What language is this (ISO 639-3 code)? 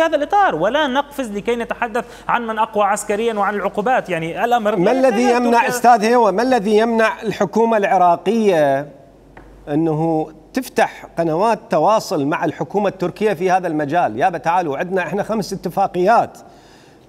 acm